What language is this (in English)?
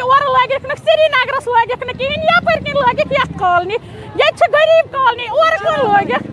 Kashmiri